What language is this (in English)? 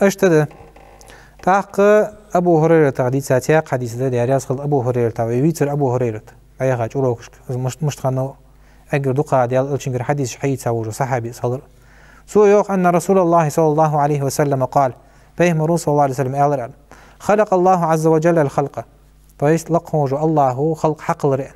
Ingush